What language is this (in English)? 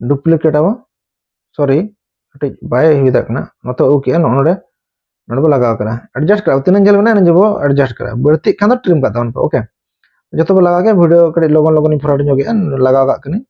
Santali